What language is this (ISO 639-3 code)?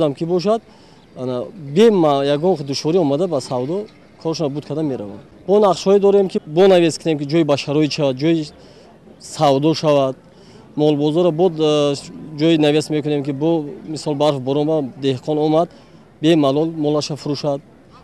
tgk